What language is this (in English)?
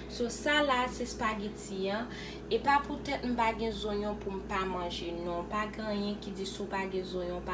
Haitian Creole